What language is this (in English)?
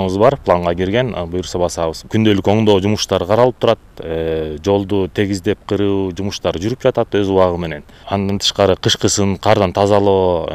Kyrgyz